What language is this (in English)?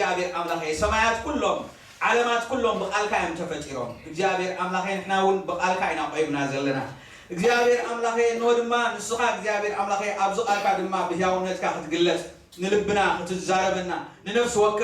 Tigrinya